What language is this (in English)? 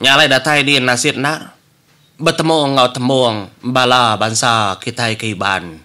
Iban